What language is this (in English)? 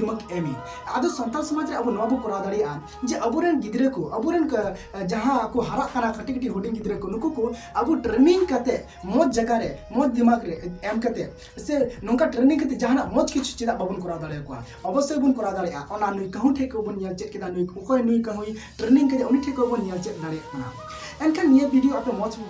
Santali